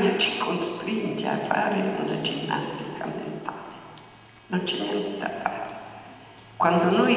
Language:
Italian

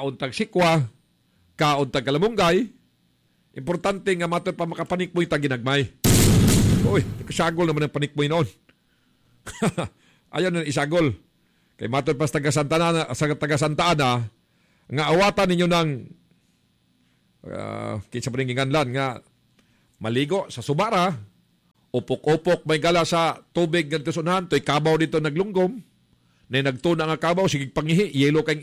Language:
Cebuano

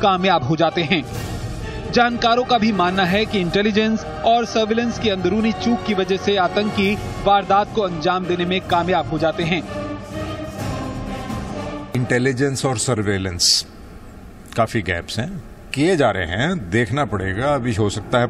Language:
Hindi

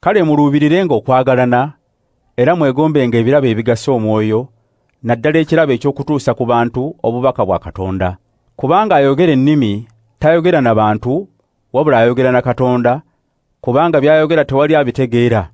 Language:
Ganda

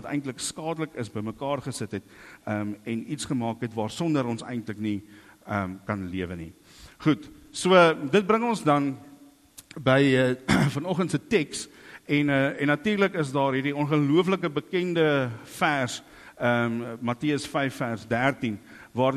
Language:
Afrikaans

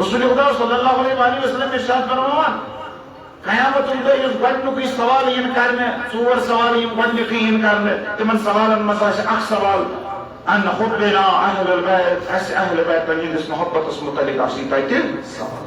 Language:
Kashmiri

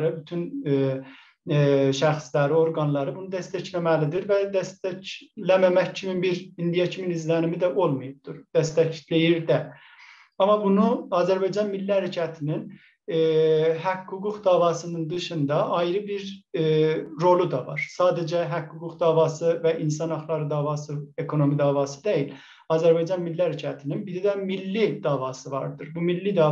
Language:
South Azerbaijani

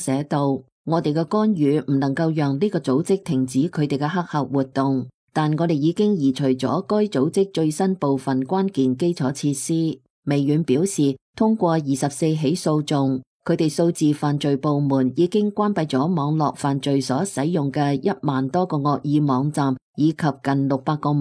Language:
Cantonese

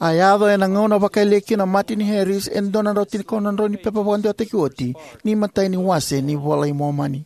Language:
Fijian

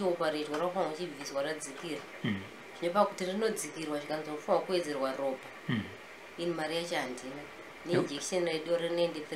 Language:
Shona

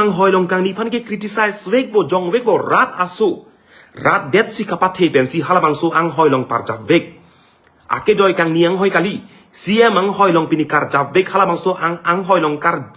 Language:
Karbi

